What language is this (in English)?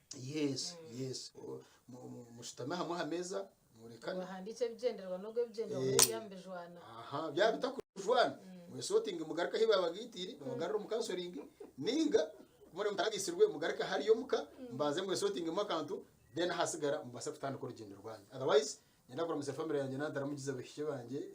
Nyankole